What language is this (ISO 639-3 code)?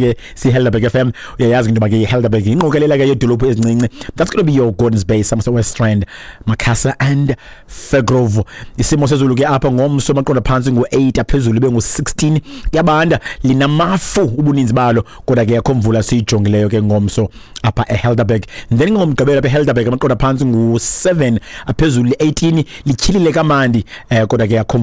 xho